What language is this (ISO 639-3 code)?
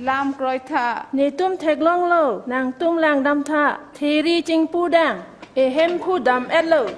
mjw